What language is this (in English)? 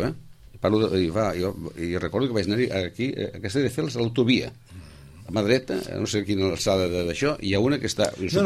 Catalan